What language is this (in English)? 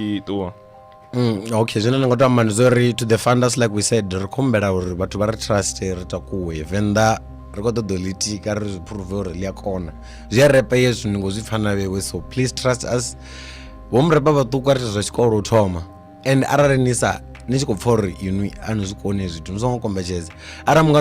Venda